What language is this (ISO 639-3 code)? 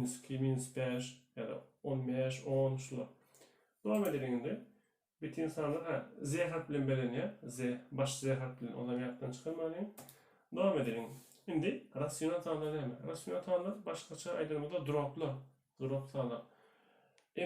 tuk